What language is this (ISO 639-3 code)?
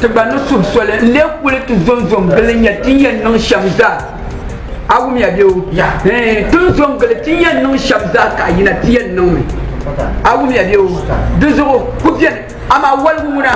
dag